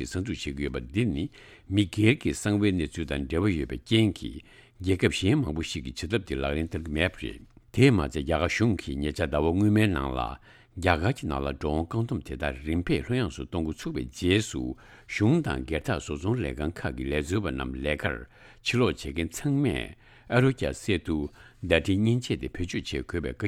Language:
Tibetan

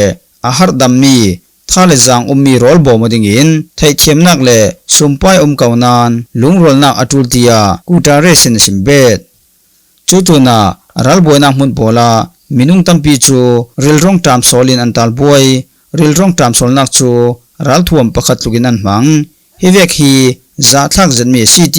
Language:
Falam Chin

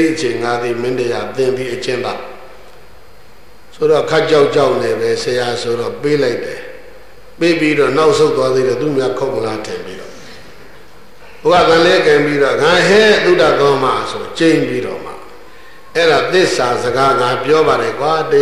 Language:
Burmese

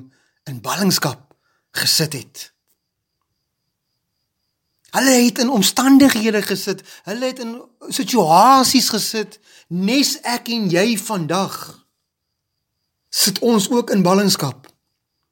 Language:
Afrikaans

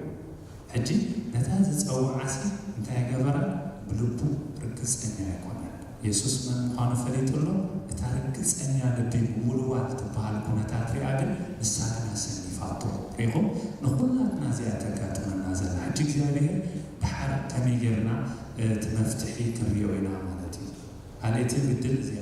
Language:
Tigrinya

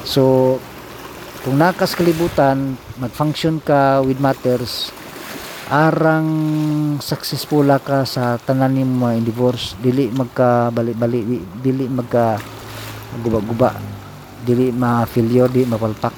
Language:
Cebuano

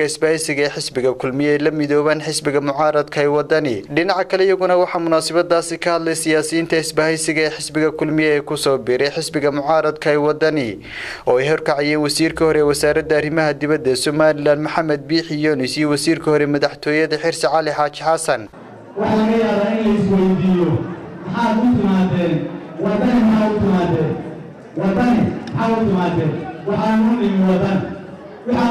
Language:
Somali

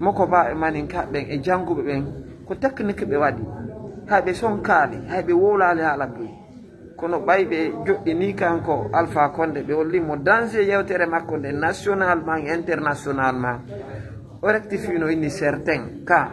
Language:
Fula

